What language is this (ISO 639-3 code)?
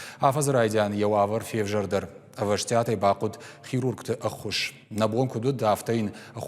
oss